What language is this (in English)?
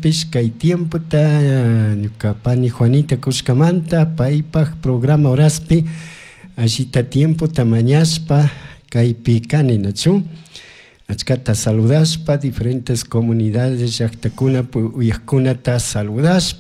Chimborazo Highland Quichua